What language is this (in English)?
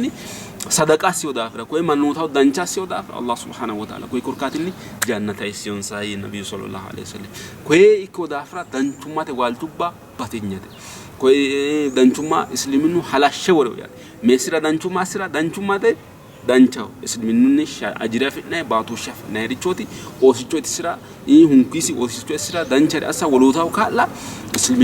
Sidamo